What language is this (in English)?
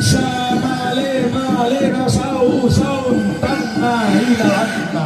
Toraja-Sa'dan